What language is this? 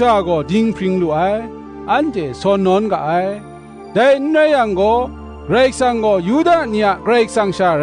Kachin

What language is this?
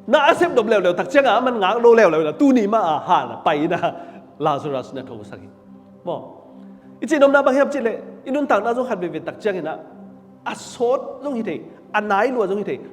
Tedim Chin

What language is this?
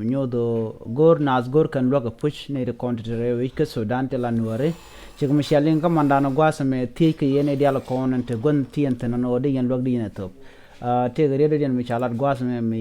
Nuer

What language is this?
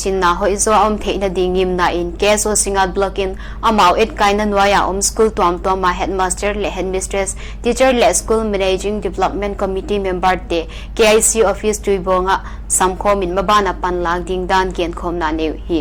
Paite Chin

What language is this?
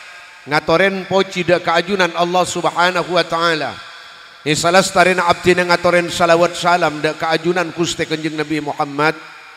Madurese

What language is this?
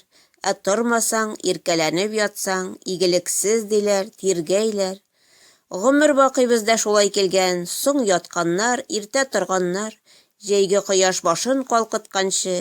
Tatar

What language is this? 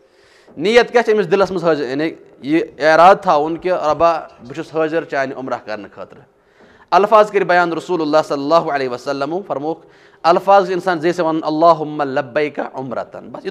Kashmiri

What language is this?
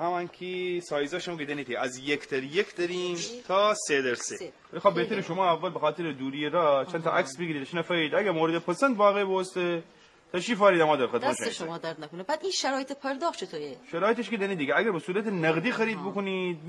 Gilaki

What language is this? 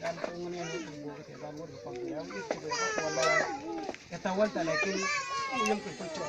Mabaan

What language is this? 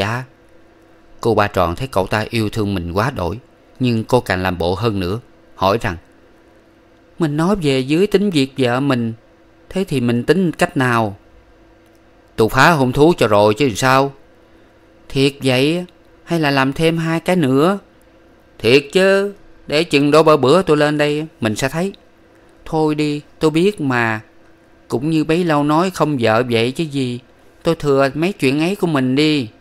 Vietnamese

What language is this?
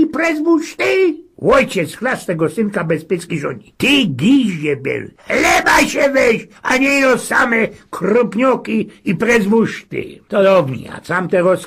Silesian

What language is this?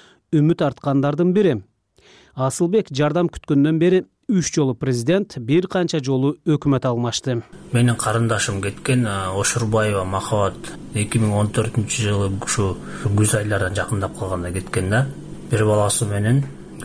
Kyrgyz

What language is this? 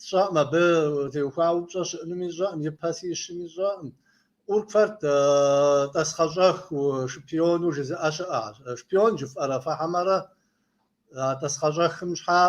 Kabardian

